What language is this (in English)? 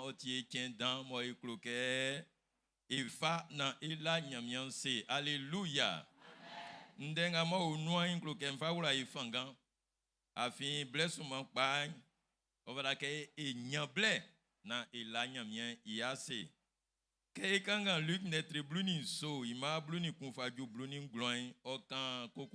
Baoulé